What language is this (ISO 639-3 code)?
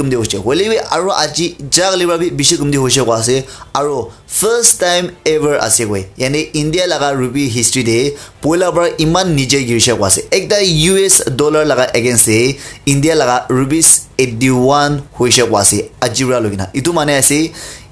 nag